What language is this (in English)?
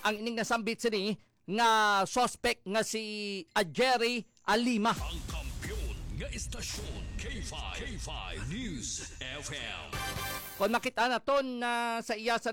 Hiligaynon